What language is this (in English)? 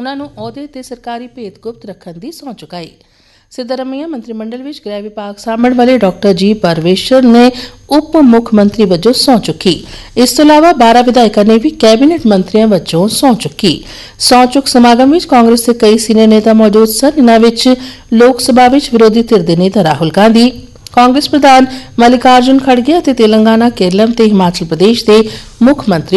Punjabi